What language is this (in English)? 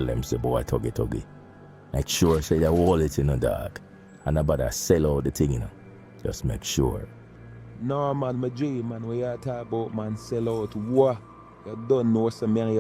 Jamaican Creole English